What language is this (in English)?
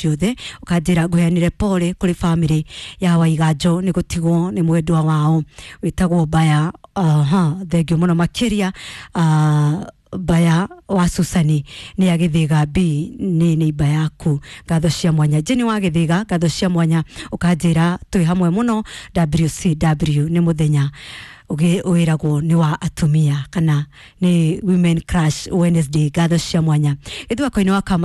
Kikuyu